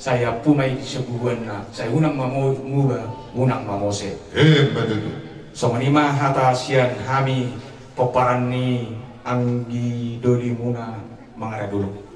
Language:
Batak Toba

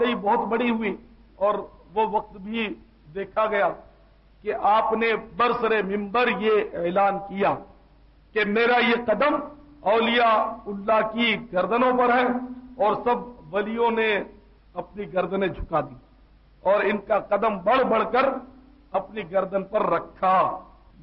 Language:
Urdu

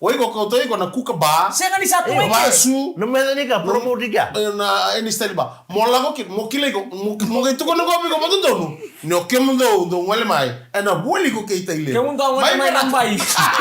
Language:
Fijian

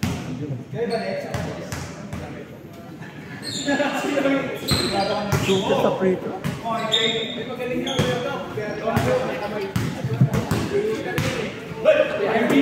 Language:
Filipino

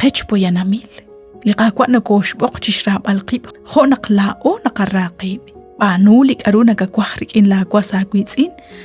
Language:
Kekchí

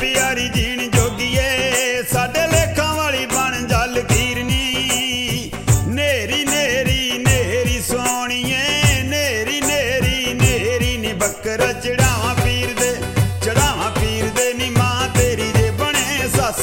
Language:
Punjabi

